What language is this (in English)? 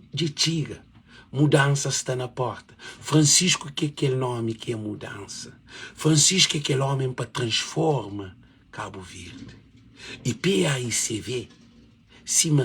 Kabuverdianu